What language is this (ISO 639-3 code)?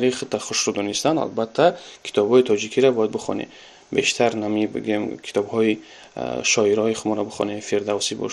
tgk